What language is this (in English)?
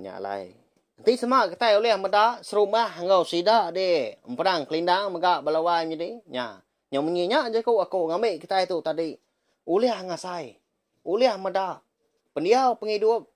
Iban